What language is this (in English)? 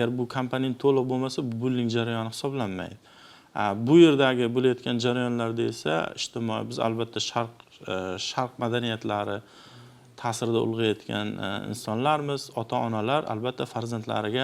Uzbek